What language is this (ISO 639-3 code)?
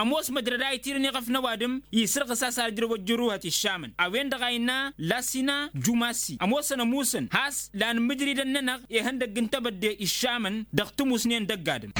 taq